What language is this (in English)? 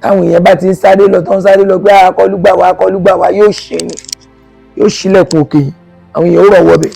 Yoruba